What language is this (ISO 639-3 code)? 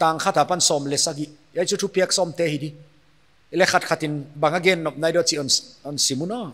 pck